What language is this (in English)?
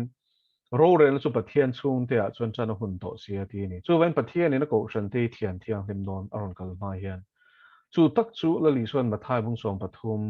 Mizo